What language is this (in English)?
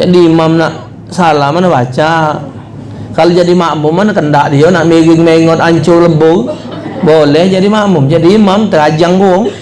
Musi